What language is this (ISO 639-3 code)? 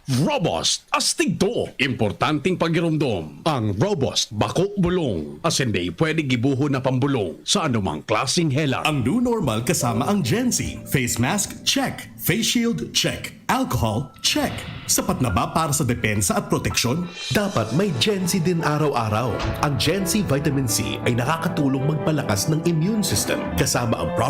bik